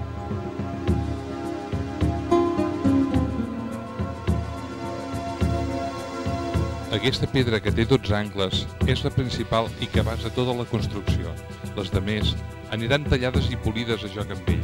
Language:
Catalan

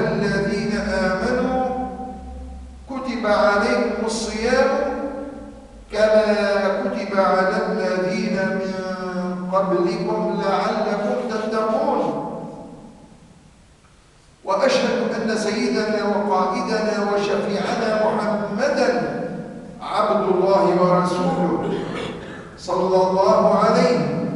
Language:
Arabic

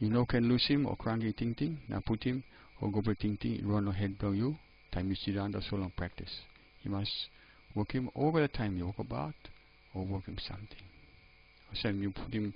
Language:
Tok Pisin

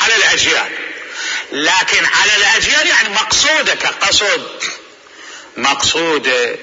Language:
Mesopotamian Arabic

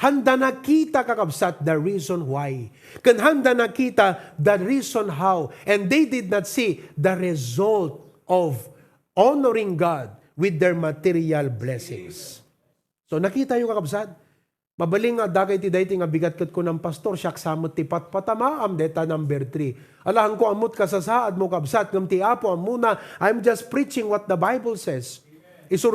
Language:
Iloko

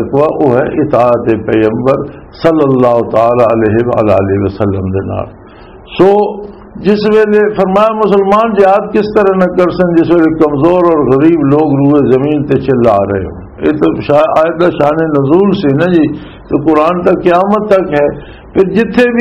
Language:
Western Panjabi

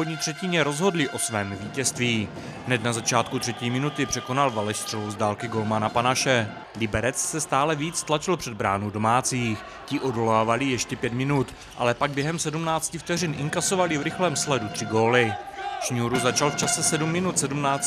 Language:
Czech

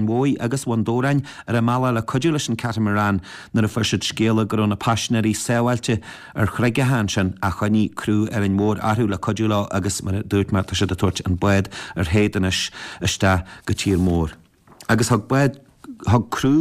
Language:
Irish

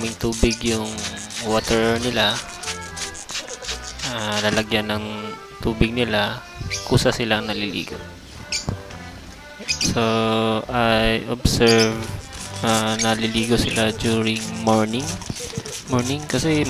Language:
Filipino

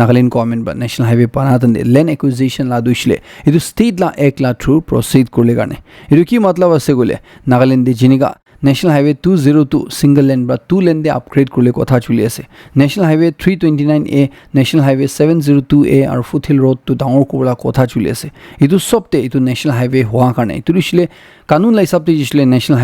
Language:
Naga Pidgin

